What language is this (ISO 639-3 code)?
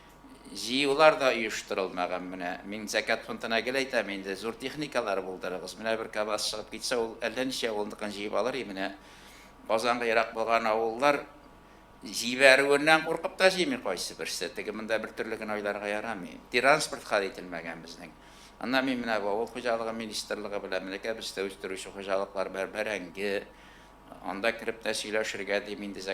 tat